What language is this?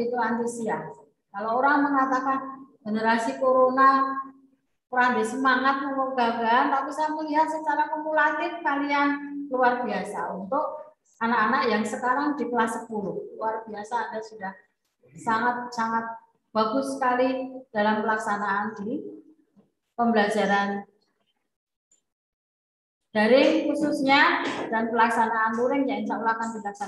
Indonesian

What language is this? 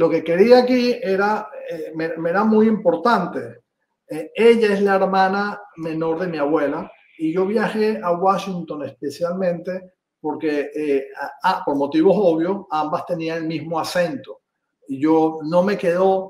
Ladino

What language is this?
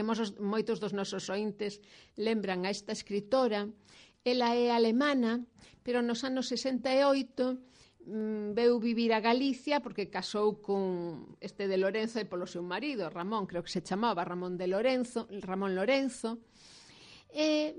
Galician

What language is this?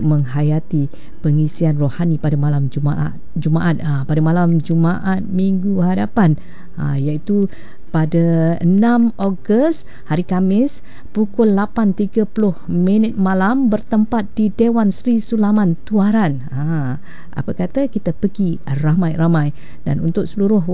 Malay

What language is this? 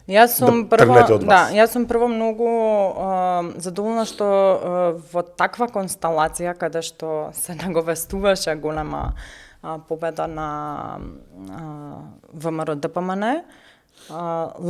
Macedonian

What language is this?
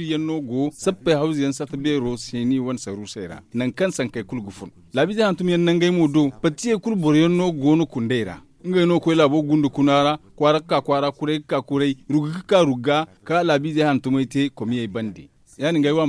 Zarma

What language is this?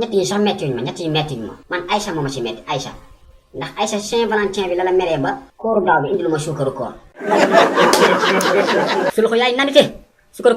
Wolof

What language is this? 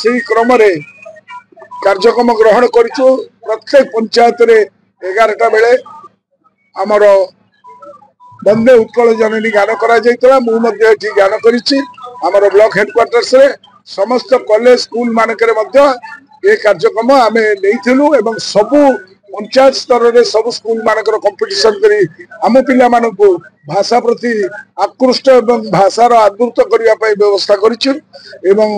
Odia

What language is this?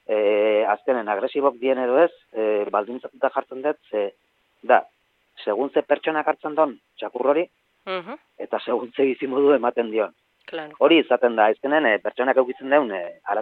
Basque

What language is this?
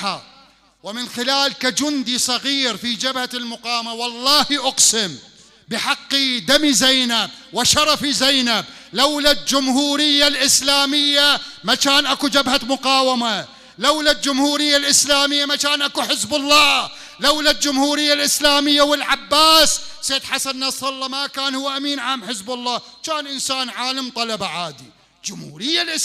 Mesopotamian Arabic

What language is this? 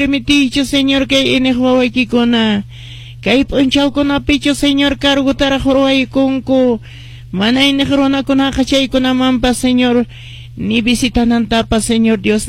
Quechua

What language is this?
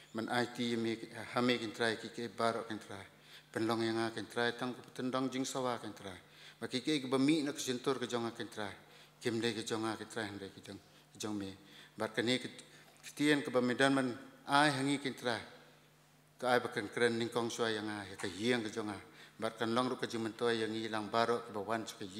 Khasi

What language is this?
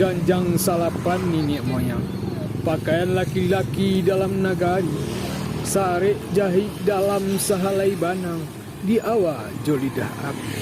Minangkabau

